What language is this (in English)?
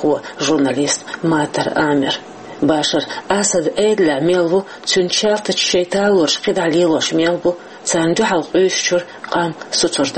Chechen